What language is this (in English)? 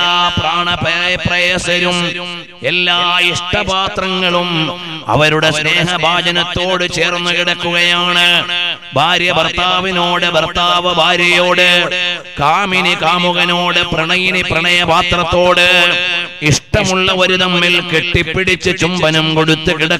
Malayalam